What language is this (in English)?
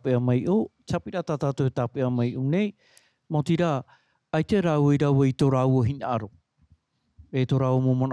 Tahitian